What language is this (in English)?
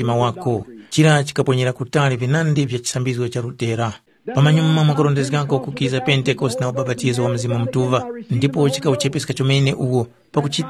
Tumbuka